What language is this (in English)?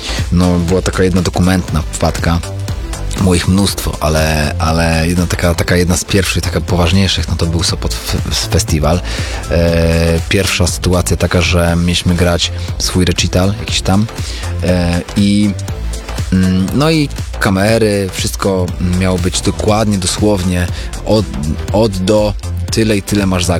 Polish